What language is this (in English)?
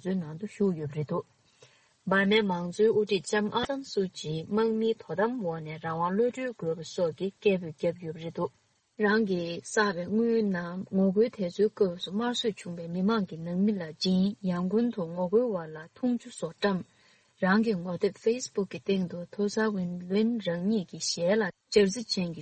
Tibetan